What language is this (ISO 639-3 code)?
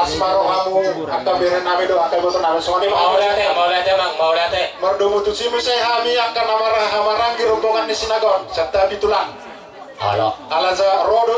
bbc